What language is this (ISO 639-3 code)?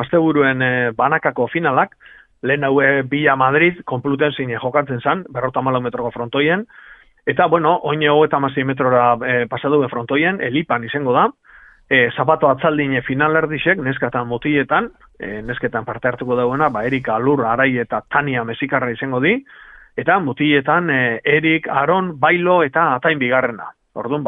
eus